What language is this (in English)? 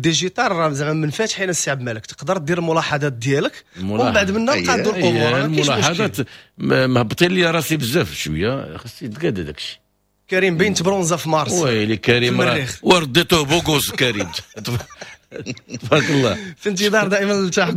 Moroccan Arabic